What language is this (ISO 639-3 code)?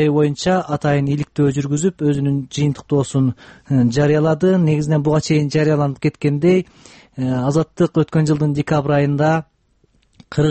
kir